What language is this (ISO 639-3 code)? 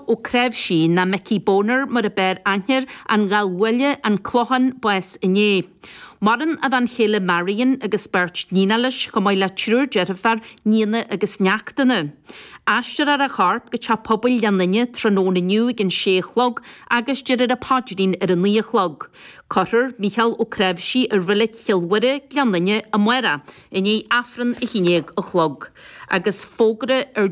gle